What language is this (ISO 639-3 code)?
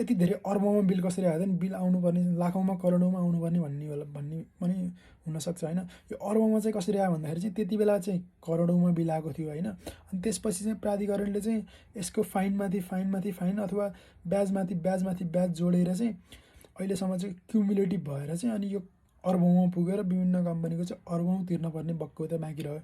nep